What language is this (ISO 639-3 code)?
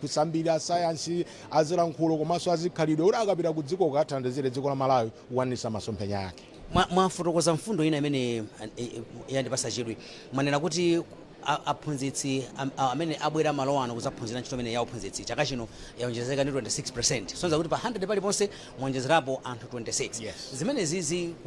nya